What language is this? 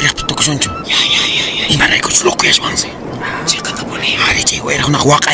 Quechua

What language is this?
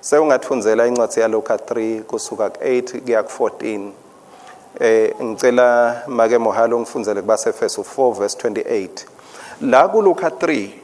Swati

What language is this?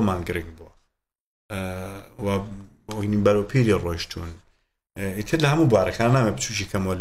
Central Kurdish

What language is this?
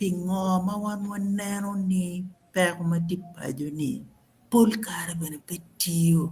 Acoli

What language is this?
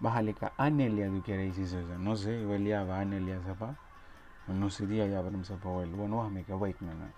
Mískito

